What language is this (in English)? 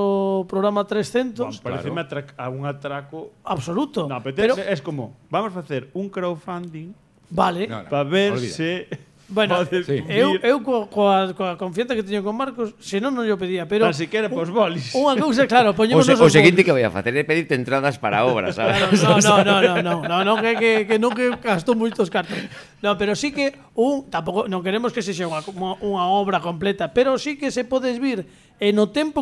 Galician